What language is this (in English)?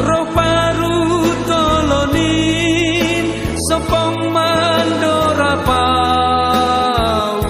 Batak Simalungun